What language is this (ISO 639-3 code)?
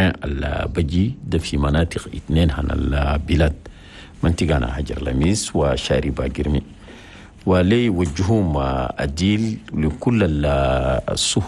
shu